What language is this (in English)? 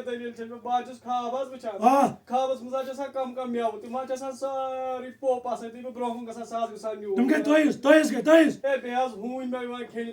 Kashmiri